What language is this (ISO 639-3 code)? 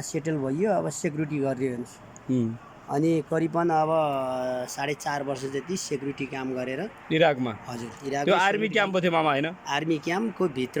nep